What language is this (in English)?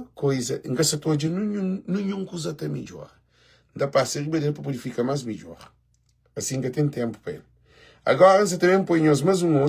Kabuverdianu